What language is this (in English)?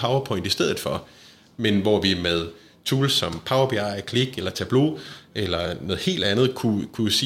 Danish